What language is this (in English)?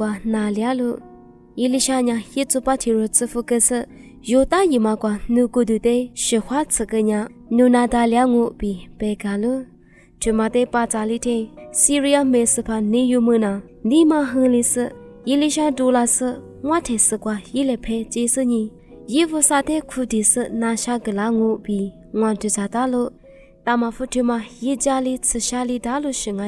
Lisu